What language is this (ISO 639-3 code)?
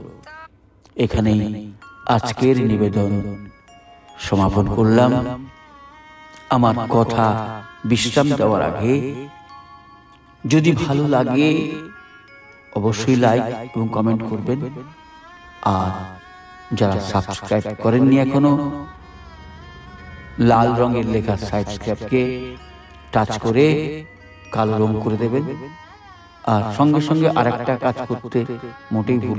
ben